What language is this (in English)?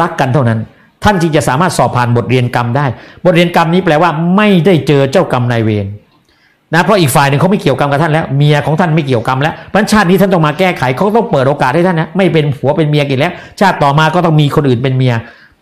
Thai